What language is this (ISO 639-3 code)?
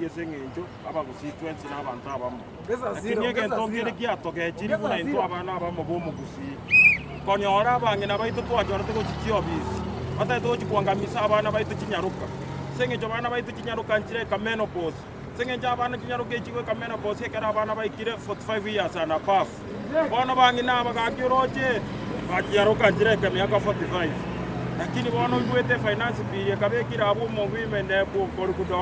guz